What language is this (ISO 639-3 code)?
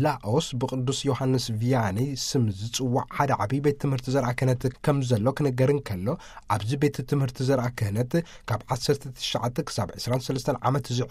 tir